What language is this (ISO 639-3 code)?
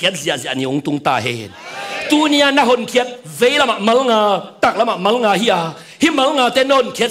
ctd